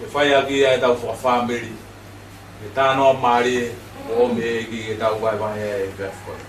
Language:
Tongan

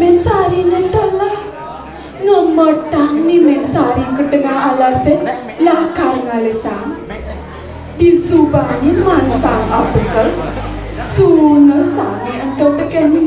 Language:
Balinese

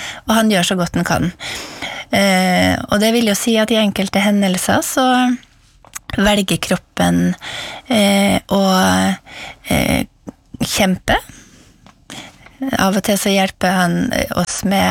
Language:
Norwegian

